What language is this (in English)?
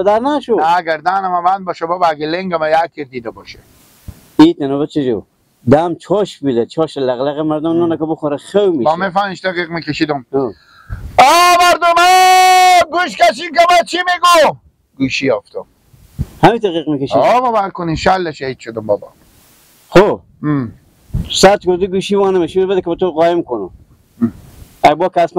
Hazaragi